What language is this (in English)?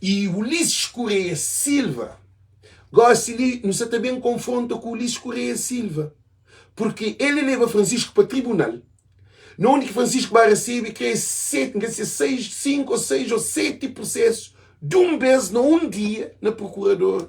Kabuverdianu